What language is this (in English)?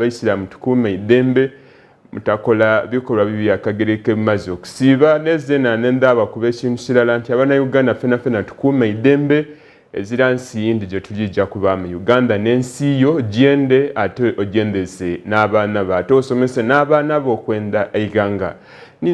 Soga